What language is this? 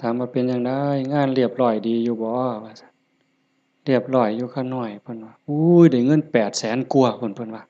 Northeastern Thai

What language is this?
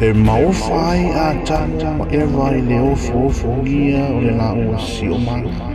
Samoan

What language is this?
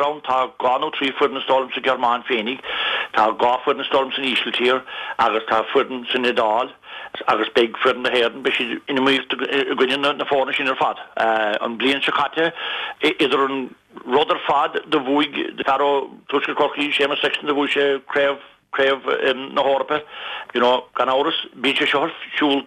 Irish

